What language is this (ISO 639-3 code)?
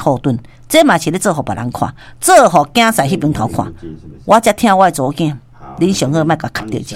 nan